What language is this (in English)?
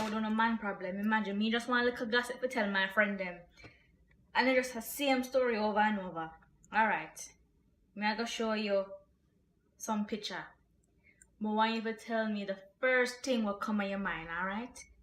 Jamaican Creole English